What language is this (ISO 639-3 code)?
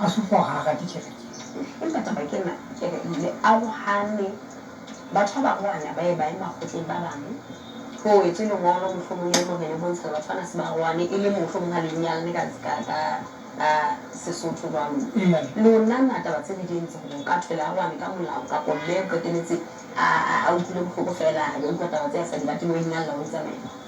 sot